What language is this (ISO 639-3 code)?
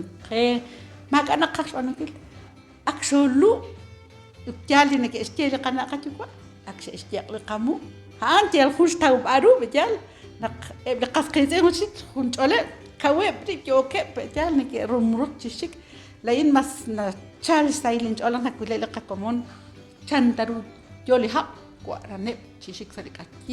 kek